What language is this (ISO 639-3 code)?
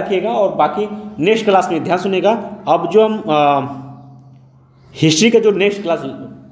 hin